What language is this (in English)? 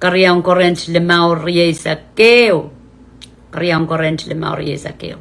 Pohnpeian